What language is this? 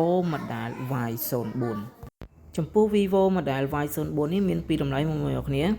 Khmer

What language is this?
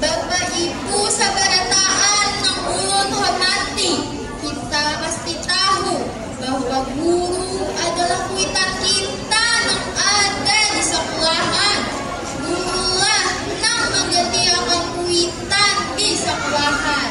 Banjar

